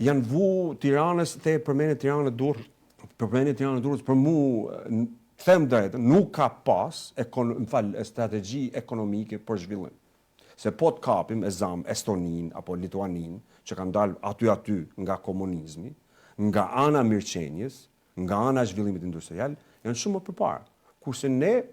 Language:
Albanian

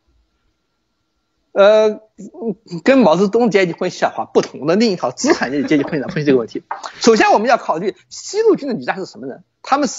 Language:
Chinese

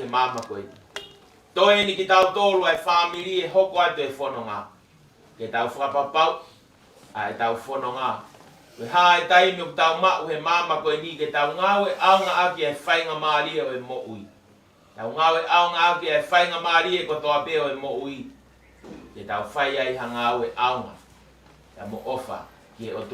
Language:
Tongan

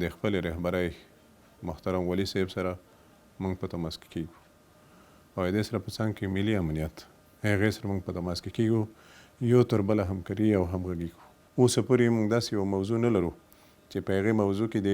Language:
Pashto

